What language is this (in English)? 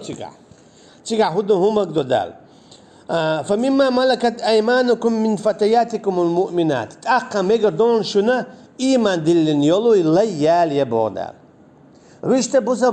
Chechen